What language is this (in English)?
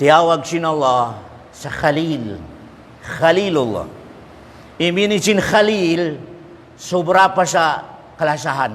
Tausug